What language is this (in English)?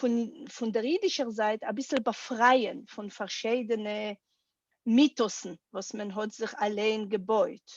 Yiddish